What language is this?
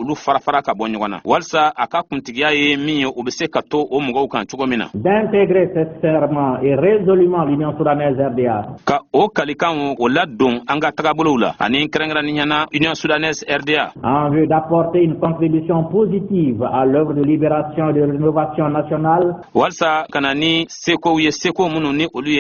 Bambara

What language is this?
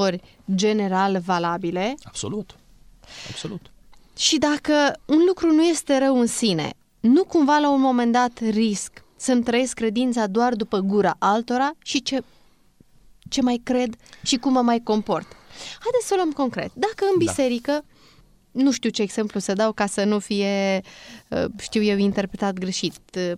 Romanian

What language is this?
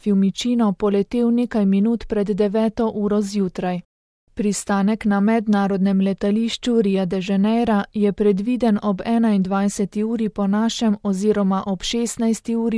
Slovenian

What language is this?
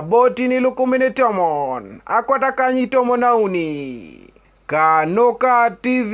Teso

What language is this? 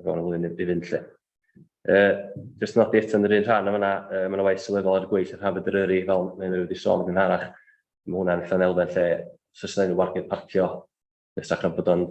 Welsh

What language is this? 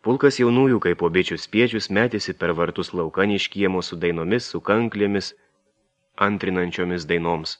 Lithuanian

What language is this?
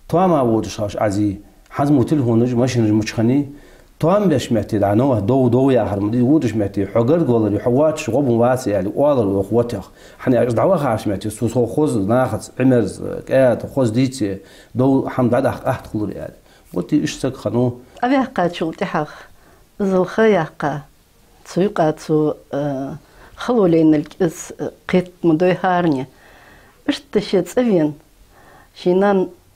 Ingush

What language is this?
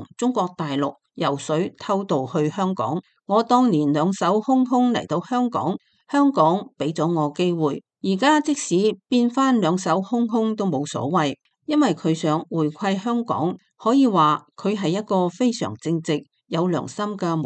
Cantonese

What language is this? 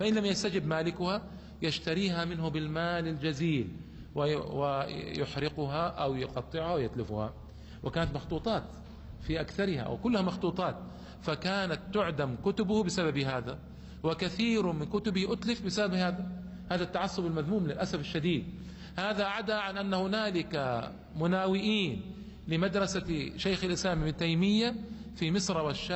Arabic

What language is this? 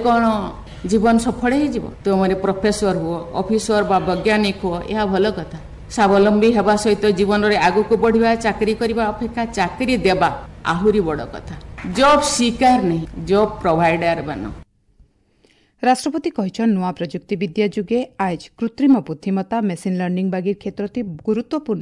Odia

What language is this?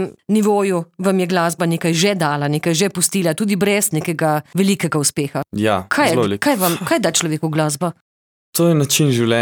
Slovenian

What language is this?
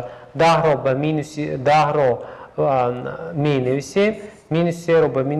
Tajik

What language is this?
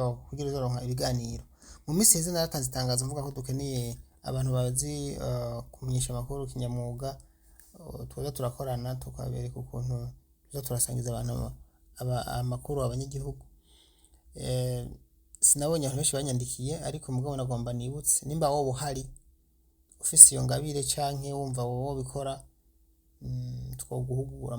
Rundi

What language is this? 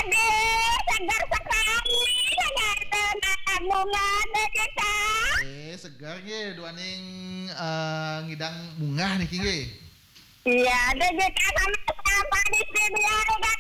Balinese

